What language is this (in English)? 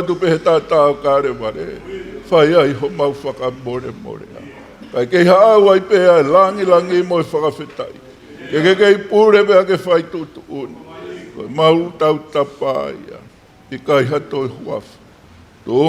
Tongan